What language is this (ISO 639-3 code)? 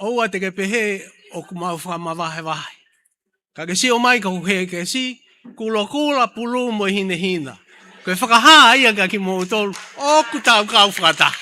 ton